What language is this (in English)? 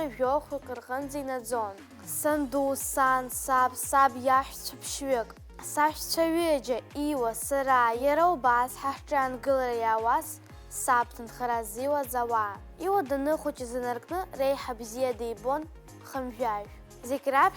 Abkhazian